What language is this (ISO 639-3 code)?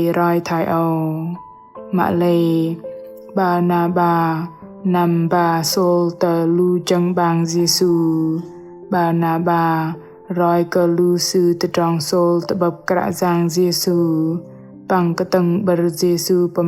bdq